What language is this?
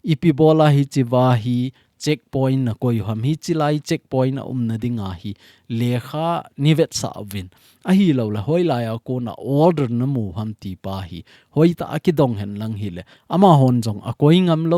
Thado Chin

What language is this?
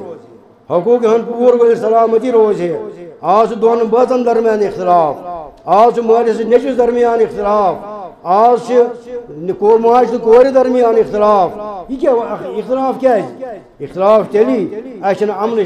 Kashmiri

